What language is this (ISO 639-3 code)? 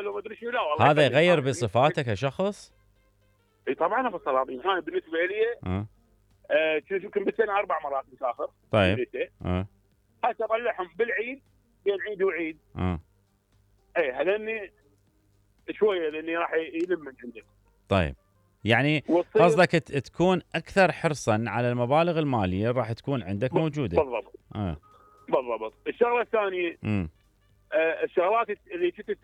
acm